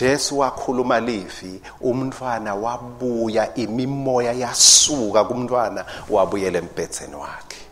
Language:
Swati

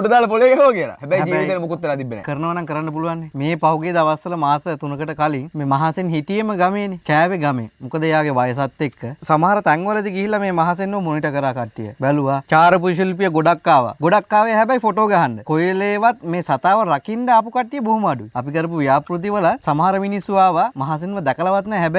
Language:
Sinhala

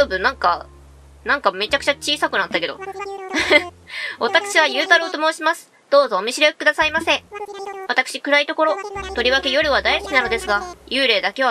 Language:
Japanese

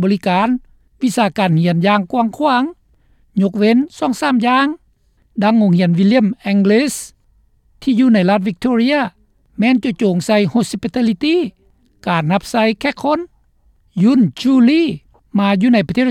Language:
Lao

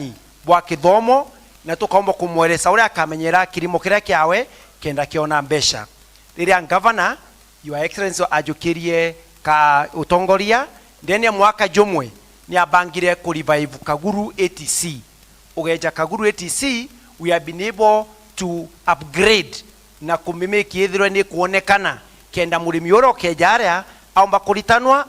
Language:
Meru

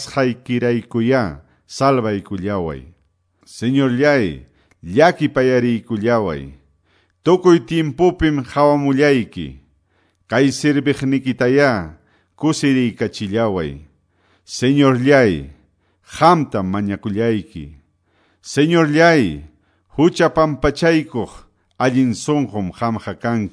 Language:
Quechua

